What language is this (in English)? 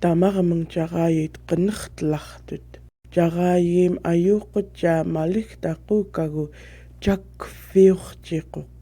Central Yupik